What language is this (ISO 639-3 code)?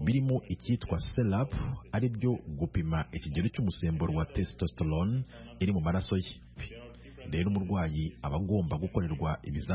kin